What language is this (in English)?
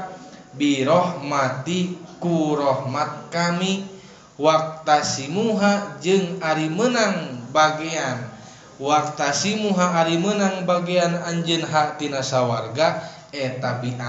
Sundanese